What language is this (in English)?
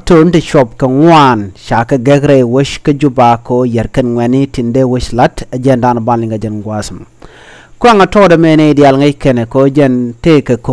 Nuer